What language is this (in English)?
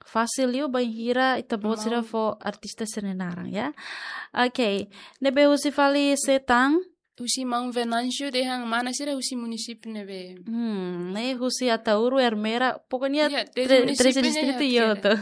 Tetum